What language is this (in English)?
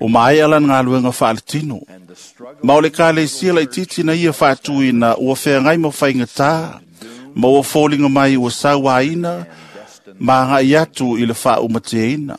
Samoan